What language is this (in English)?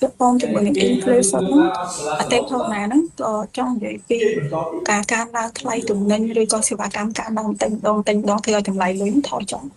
Khmer